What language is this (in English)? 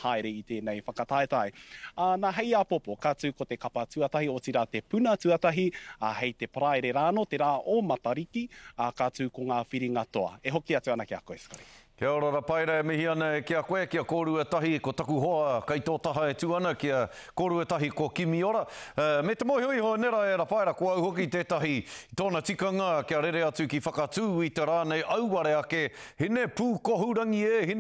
Māori